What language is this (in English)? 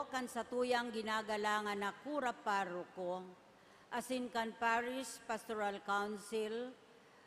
Bikol